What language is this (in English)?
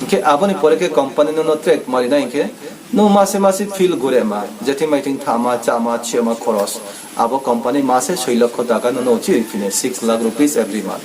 Riang (India)